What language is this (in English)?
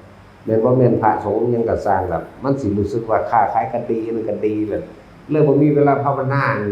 Northeastern Thai